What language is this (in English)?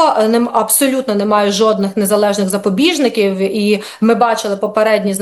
Ukrainian